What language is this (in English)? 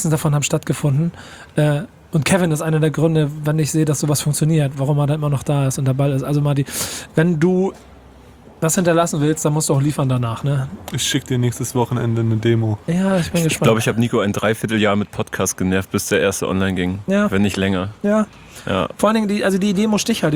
German